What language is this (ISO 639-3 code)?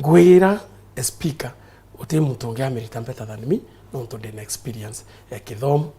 mer